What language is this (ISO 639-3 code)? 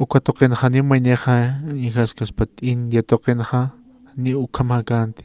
aym